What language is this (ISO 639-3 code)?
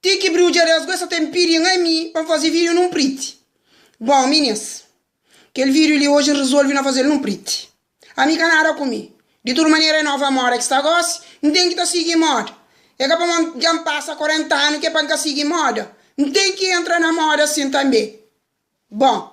kea